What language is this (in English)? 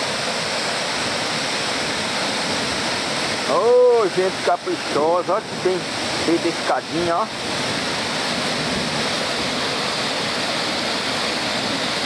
Portuguese